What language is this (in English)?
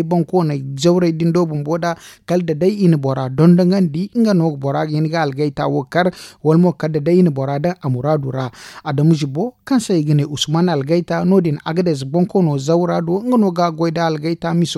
Zarma